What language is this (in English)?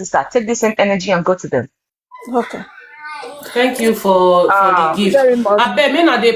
Nigerian Pidgin